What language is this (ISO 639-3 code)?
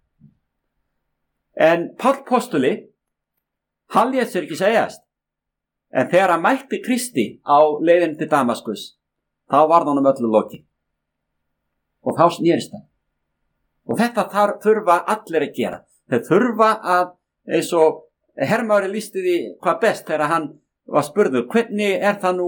isl